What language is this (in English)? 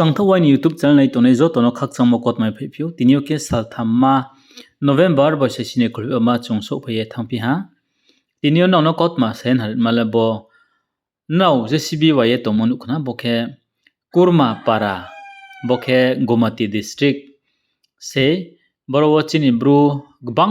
Riang (India)